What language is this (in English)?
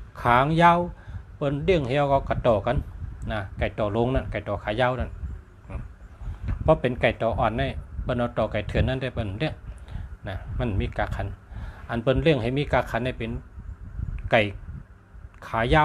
Shan